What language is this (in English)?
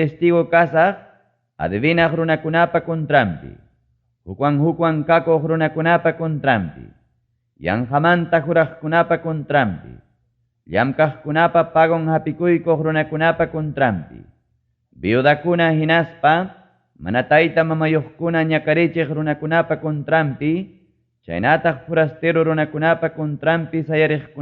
Ayacucho Quechua